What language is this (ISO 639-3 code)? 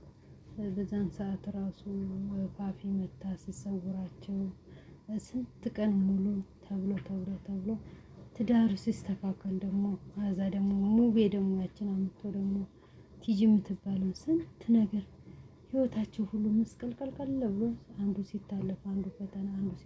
amh